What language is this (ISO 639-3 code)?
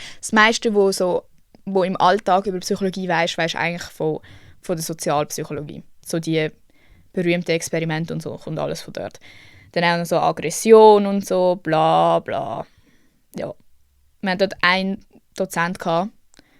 gsw